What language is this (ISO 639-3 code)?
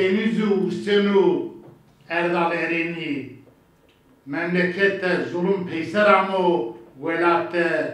zza